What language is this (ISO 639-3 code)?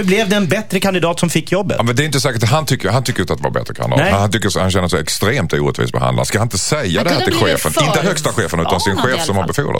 swe